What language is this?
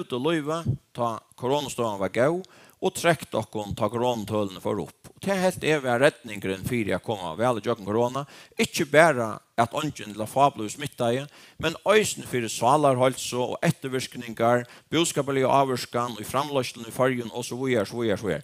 Faroese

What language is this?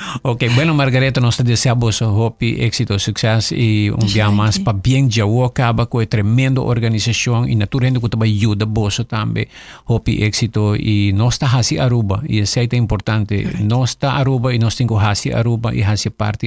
Papiamento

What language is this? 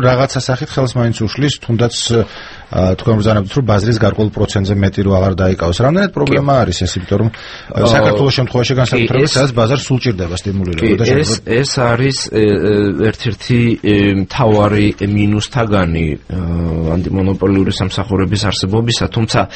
Georgian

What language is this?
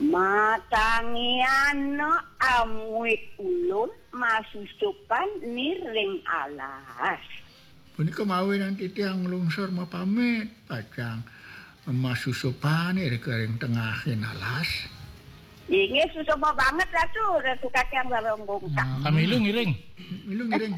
Balinese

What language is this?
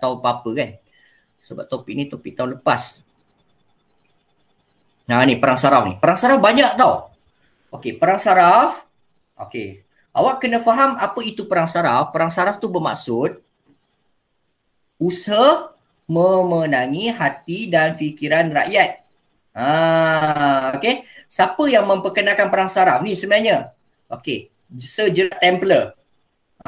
Malay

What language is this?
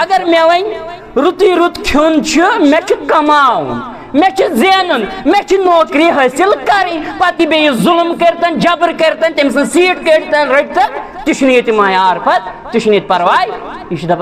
Kashmiri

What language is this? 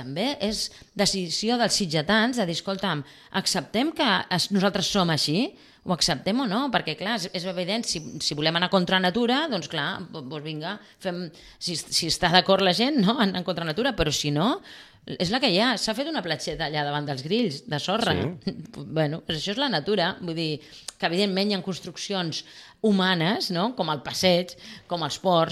Catalan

